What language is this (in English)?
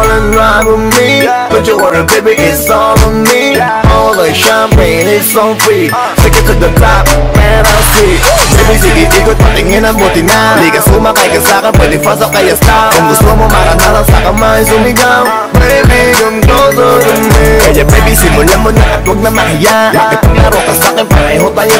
Filipino